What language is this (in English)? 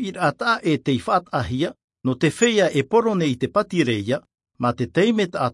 Tahitian